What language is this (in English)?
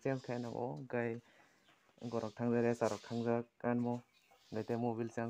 Kok Borok